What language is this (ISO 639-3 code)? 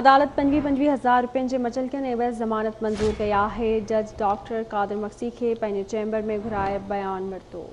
snd